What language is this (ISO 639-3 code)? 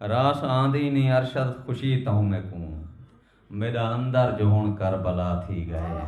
skr